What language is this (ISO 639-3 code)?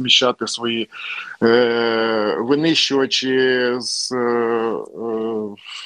ukr